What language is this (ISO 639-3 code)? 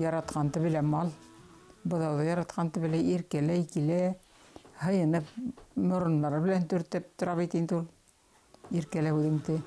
bak